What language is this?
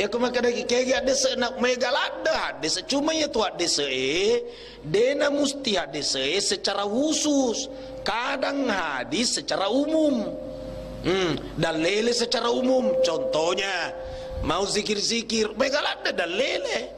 Buginese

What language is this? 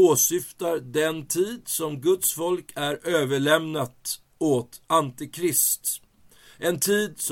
Swedish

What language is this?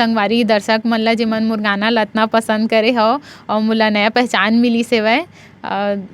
Chhattisgarhi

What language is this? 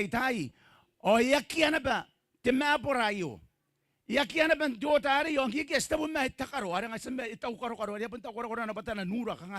Gilbertese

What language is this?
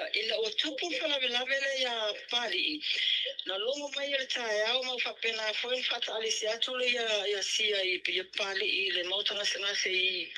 Samoan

